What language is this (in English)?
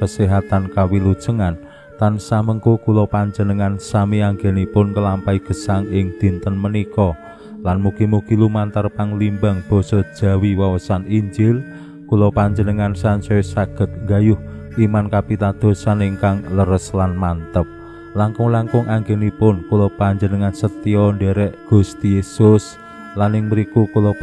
Javanese